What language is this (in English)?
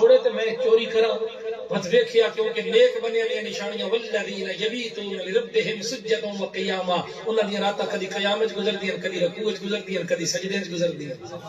Saraiki